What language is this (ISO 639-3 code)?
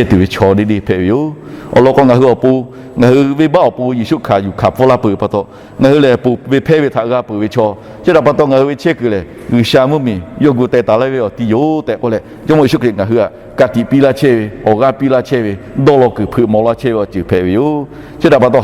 lhu